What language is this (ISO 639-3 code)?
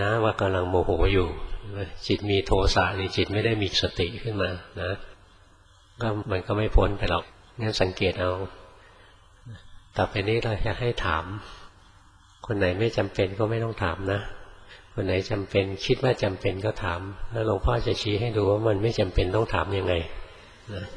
tha